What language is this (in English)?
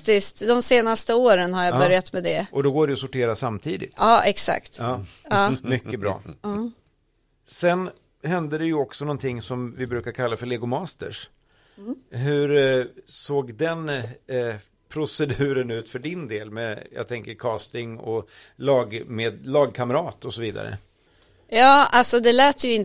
Swedish